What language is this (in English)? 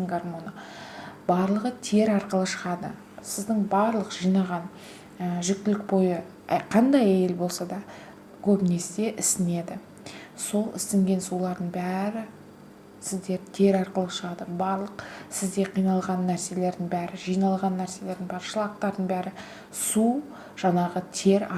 Kazakh